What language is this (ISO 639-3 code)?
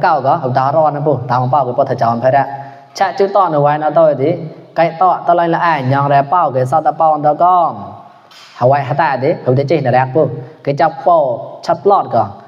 mnw